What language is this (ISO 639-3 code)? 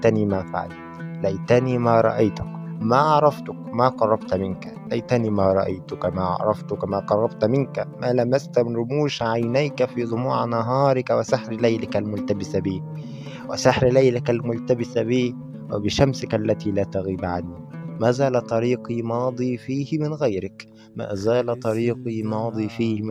arz